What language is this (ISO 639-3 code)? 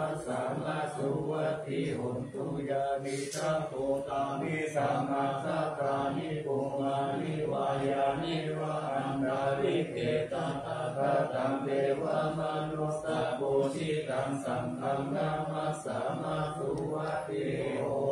pli